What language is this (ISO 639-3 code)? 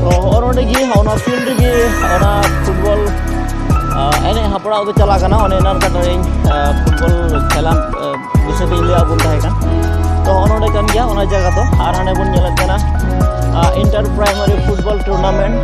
sat